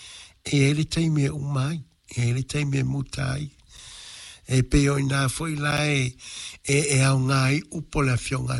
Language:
Samoan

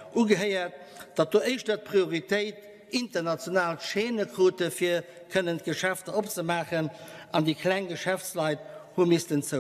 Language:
Luxembourgish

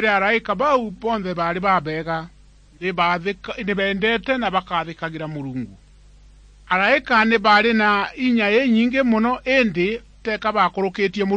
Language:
Meru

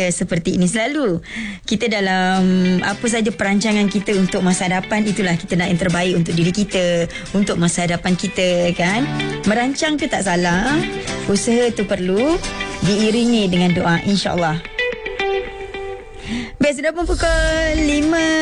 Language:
Malay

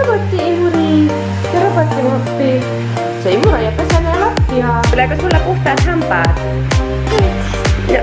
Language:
Finnish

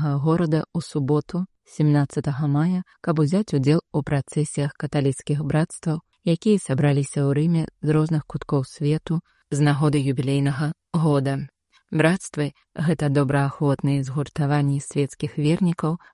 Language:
Belarusian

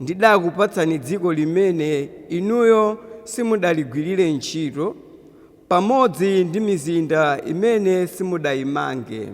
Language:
Nyanja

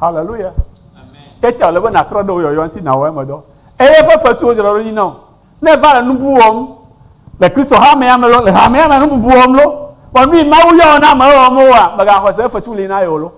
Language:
Ewe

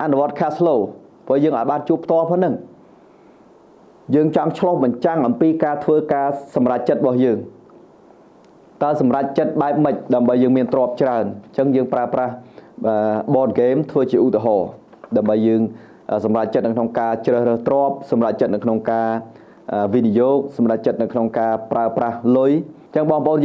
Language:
Khmer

